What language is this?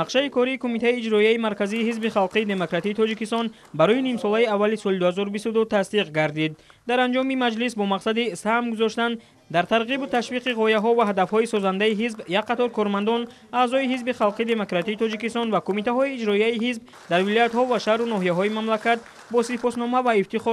Tajik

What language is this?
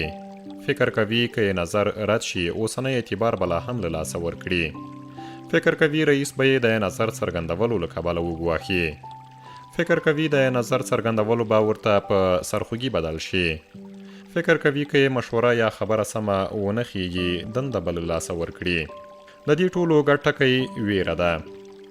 Pashto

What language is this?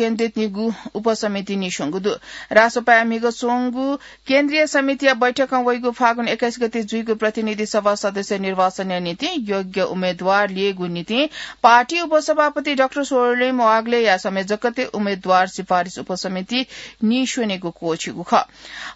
Newari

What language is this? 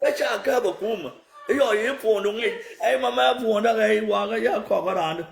Nuer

